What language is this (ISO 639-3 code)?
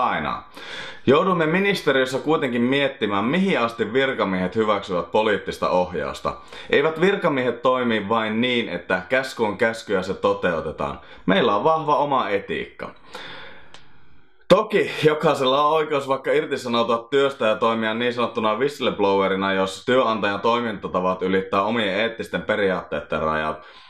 fin